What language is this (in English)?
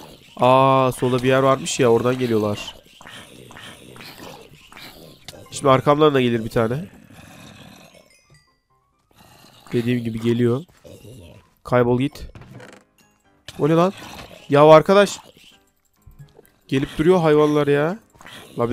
Turkish